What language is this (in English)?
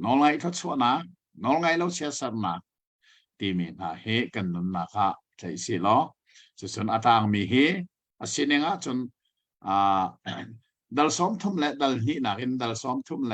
Hakha Chin